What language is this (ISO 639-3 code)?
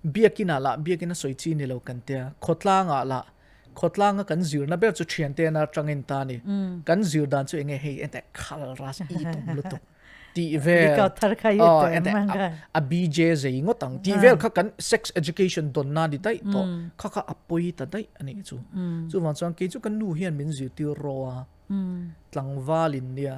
lus